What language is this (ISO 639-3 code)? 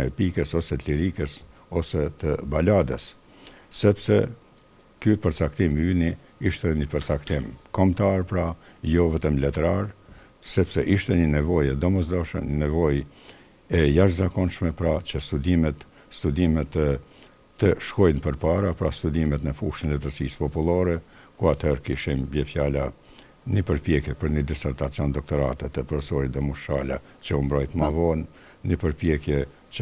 sqi